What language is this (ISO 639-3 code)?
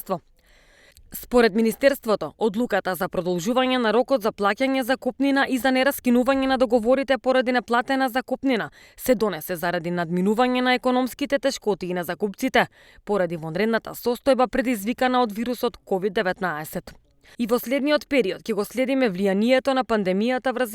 mkd